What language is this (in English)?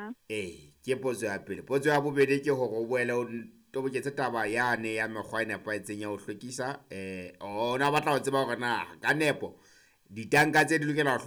Southern Sotho